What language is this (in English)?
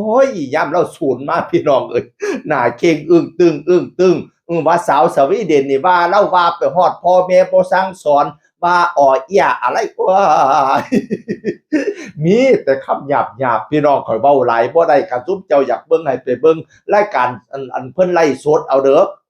Northeastern Thai